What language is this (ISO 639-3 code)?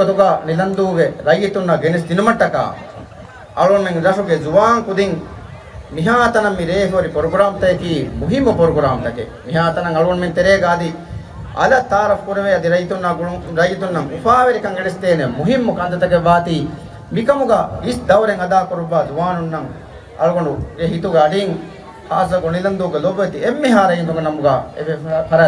div